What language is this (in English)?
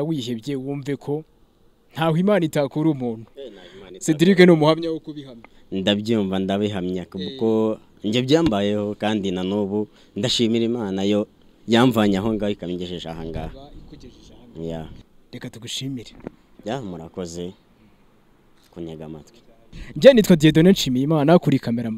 Kinyarwanda